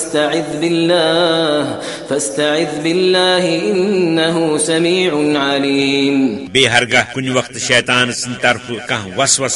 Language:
Kashmiri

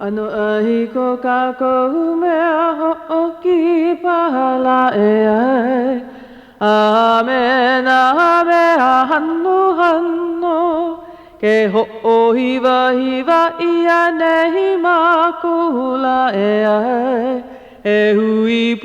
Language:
Hawaiian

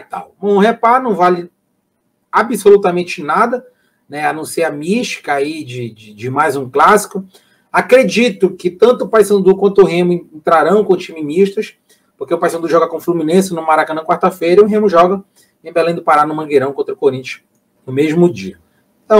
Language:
Portuguese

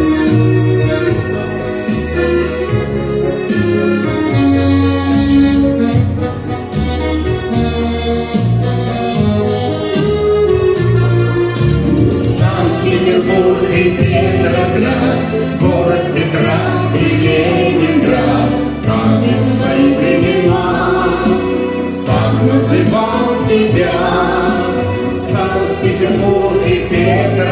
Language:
Russian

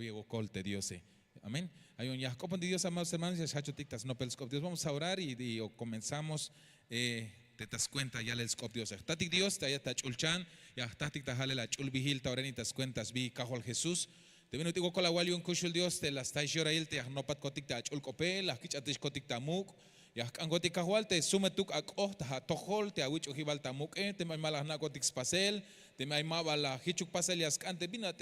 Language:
Tzeltal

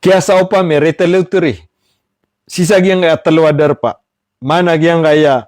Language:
Maranao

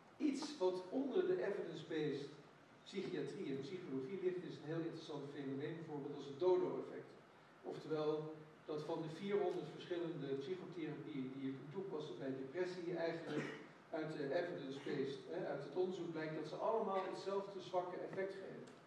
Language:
Dutch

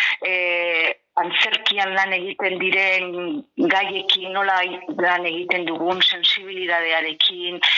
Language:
Basque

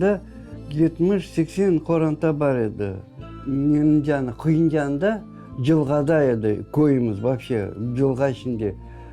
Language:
Crimean Tatar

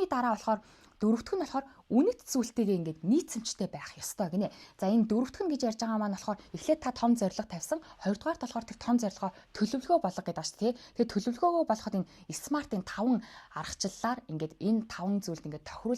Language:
Mongolian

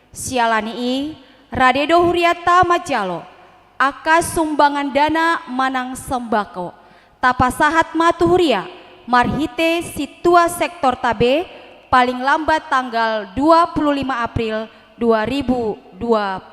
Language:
Batak Toba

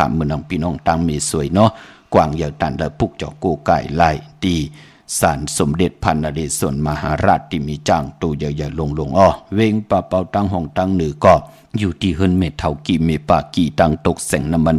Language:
Shan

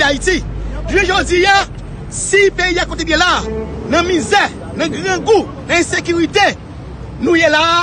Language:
Haitian Creole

